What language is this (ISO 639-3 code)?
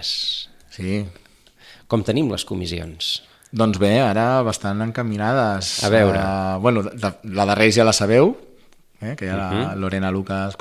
cat